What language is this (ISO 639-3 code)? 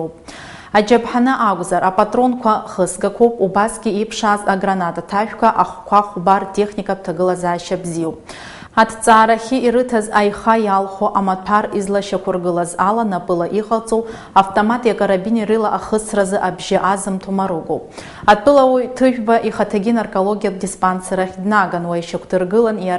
abk